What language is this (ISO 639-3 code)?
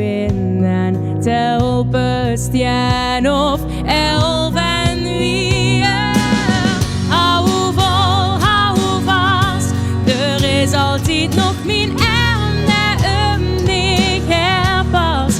lim